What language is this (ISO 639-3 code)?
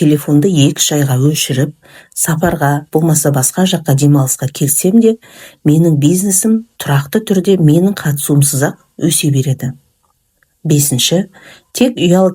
kaz